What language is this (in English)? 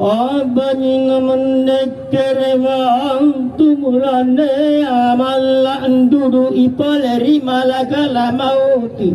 Makasar